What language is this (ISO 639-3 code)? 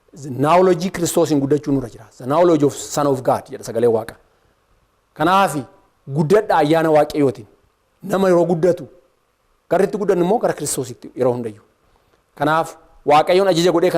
orm